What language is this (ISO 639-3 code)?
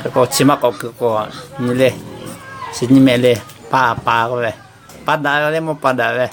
lhu